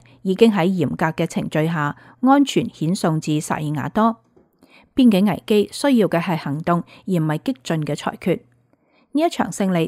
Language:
Cantonese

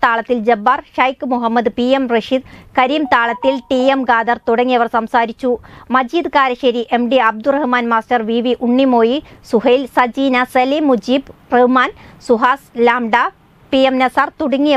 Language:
Malayalam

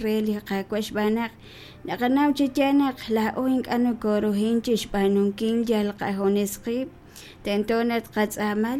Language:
Kekchí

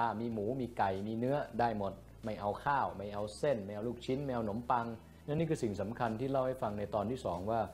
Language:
Thai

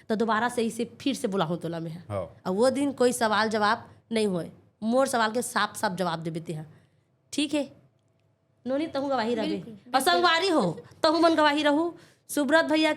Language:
Chhattisgarhi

